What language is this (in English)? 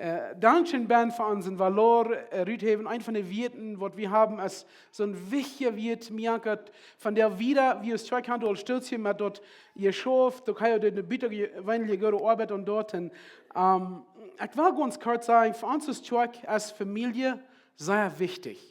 Plautdietsch